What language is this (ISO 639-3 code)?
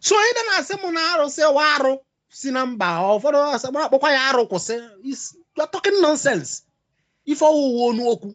ibo